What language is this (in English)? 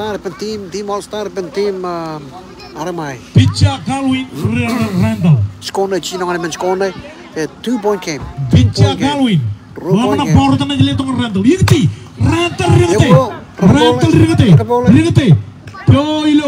Marshallese